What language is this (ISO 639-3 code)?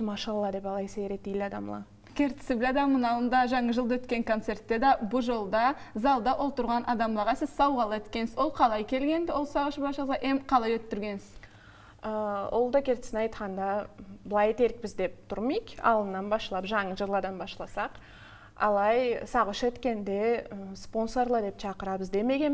krc